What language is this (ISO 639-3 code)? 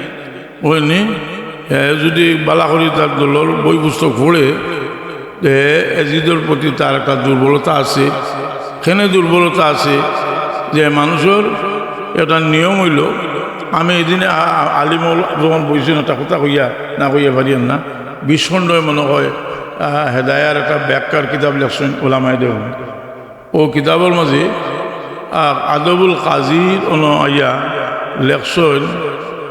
syl